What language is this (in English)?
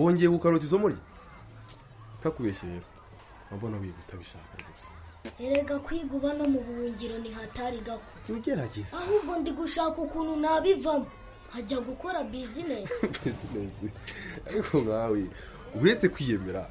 Kinyarwanda